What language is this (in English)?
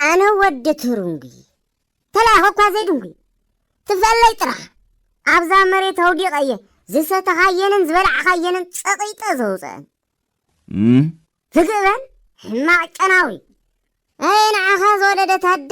Tigrinya